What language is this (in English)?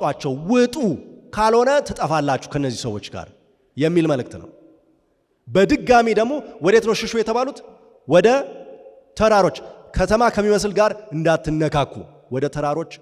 Amharic